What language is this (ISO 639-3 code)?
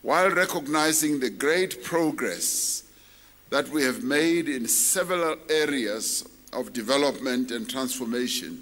eng